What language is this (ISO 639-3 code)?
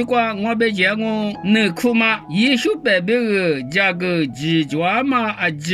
lis